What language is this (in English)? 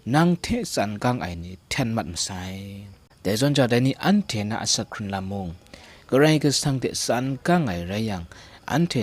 Kachin